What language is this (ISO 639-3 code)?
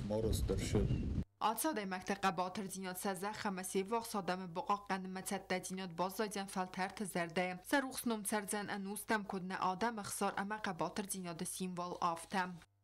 oss